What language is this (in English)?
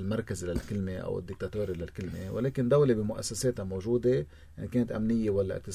North Levantine Arabic